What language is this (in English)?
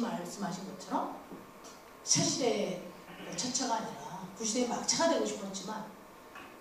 Korean